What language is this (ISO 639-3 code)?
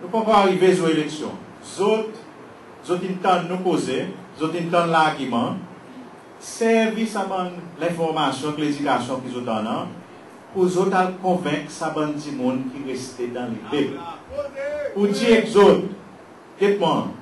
crs